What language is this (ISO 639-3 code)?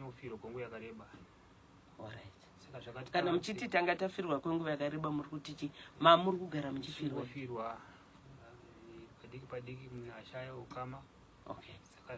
sna